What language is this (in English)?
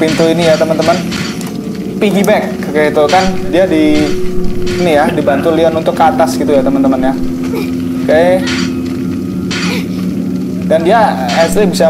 Indonesian